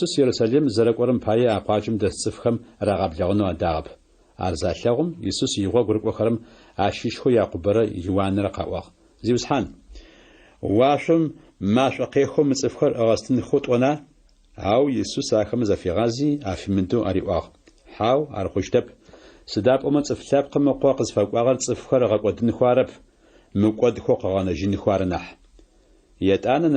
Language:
Adyghe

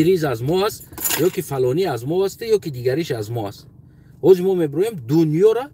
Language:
Tajik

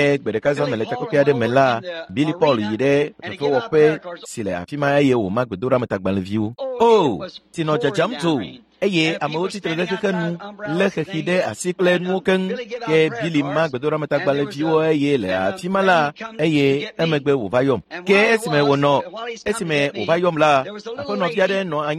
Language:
Ewe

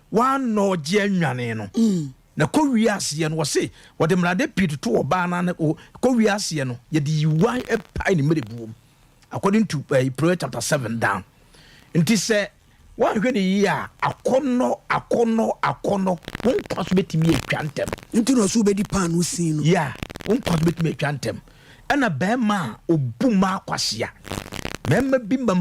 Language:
Akan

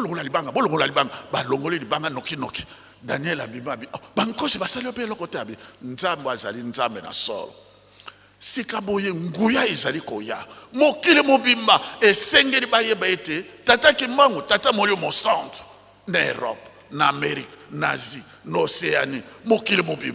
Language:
Lingala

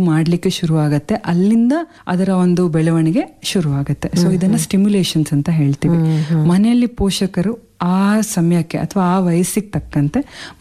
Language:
Kannada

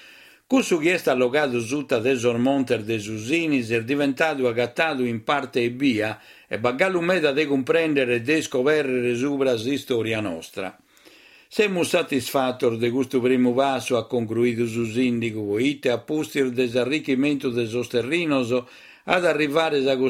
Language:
Sardinian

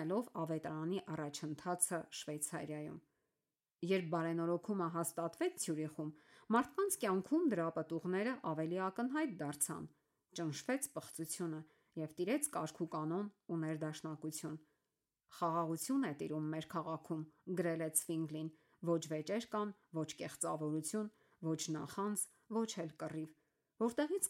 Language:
Armenian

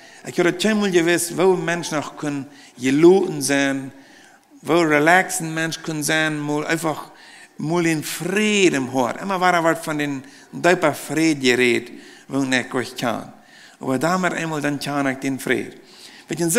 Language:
Plautdietsch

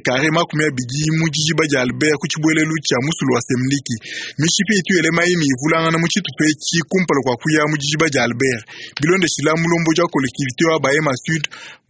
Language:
Luba-Lulua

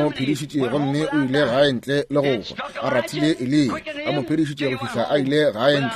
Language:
Northern Sotho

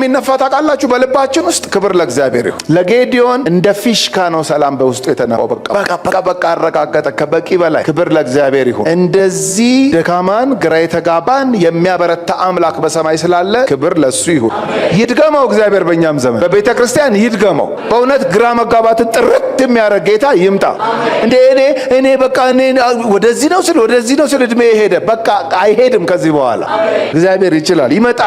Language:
Amharic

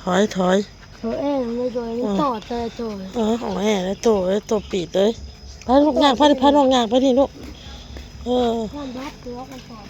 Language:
Northeastern Thai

